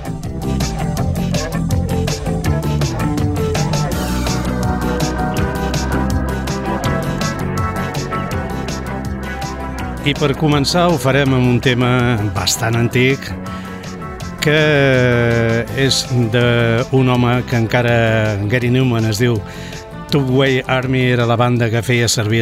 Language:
Catalan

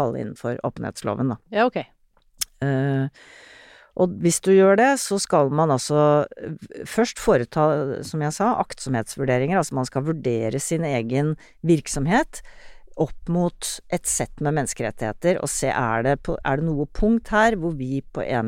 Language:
Norwegian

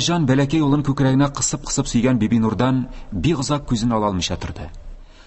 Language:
Tatar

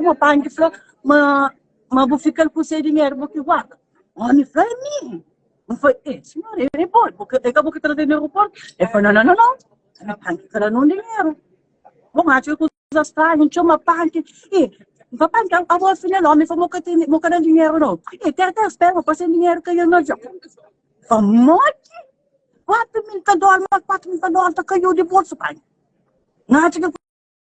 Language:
Kabuverdianu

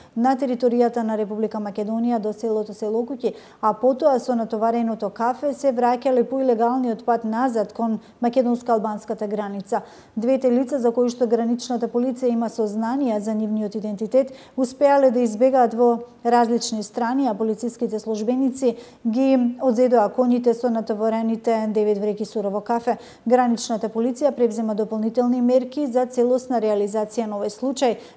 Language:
Macedonian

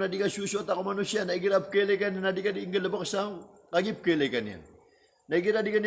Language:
Maranao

